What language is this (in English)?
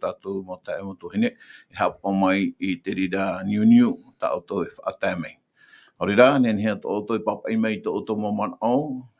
Tahitian